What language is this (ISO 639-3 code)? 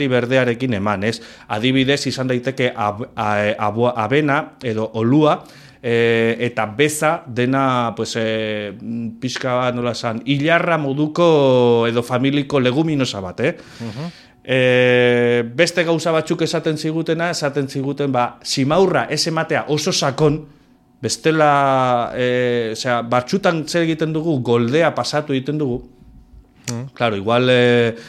eus